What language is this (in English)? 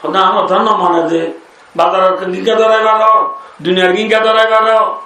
Rohingya